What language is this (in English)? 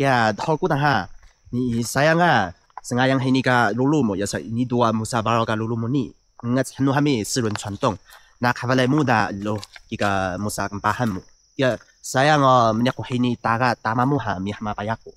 Taroko